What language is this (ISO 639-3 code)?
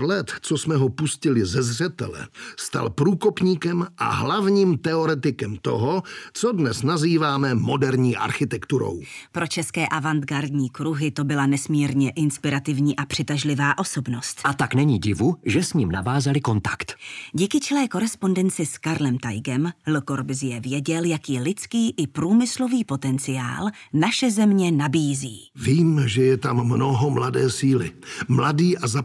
ces